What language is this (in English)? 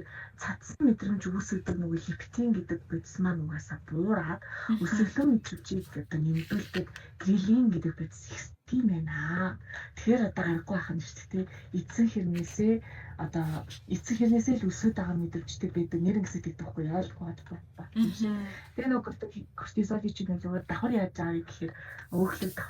Mongolian